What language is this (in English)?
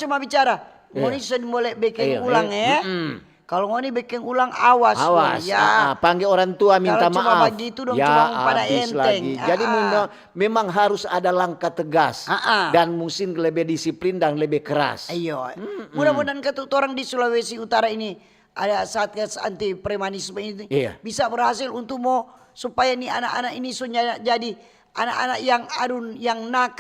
Manado Malay